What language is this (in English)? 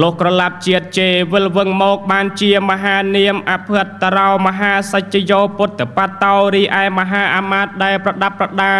Khmer